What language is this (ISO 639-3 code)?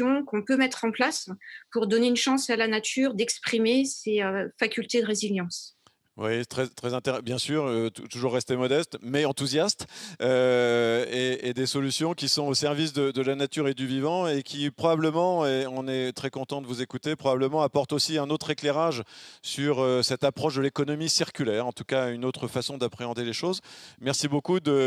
fra